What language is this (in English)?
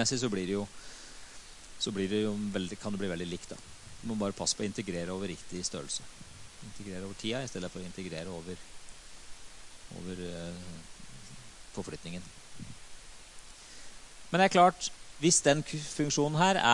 Norwegian